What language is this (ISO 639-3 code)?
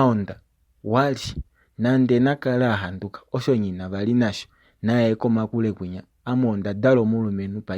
kua